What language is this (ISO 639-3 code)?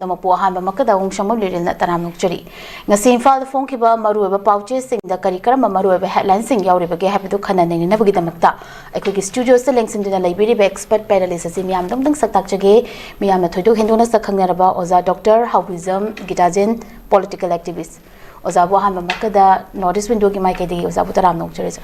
mni